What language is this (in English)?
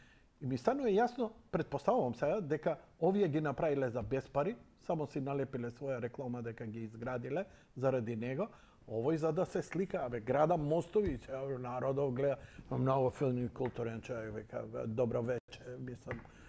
Macedonian